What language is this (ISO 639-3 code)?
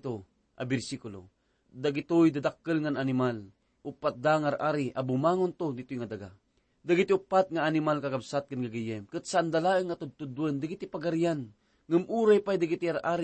ilo